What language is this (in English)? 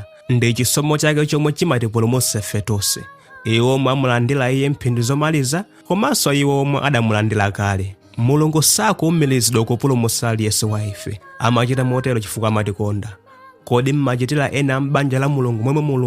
Nyanja